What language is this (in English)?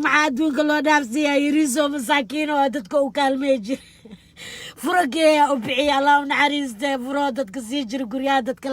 Somali